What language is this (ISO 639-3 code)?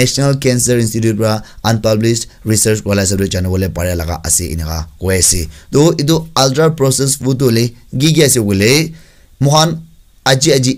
nag